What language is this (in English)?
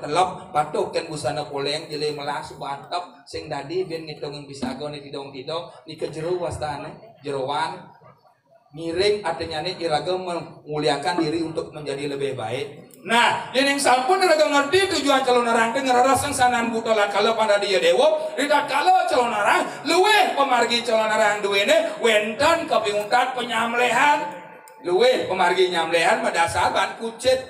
Balinese